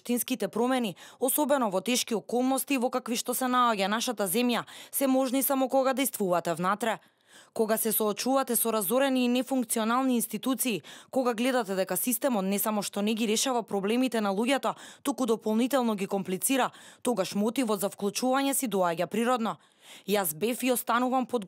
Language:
Macedonian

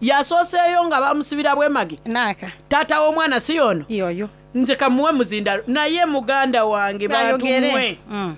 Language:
Soga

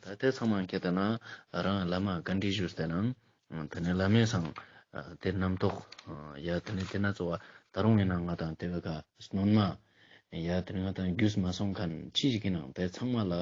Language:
Ladakhi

